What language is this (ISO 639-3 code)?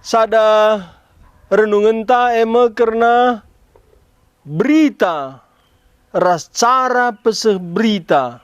btx